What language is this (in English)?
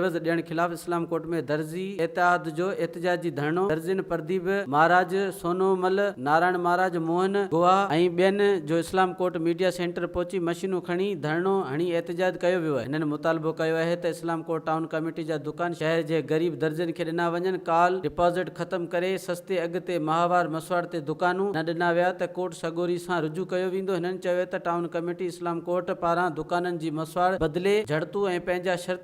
Sindhi